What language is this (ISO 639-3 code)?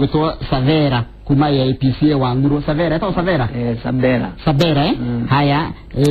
kik